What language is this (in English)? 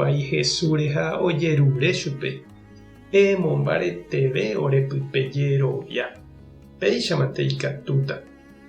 Guarani